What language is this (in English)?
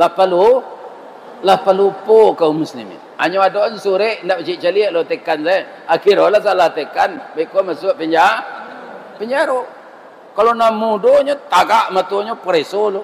Minangkabau